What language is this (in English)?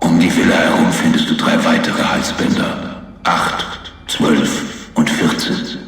Bavarian